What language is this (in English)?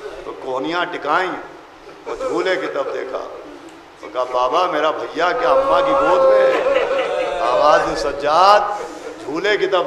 Urdu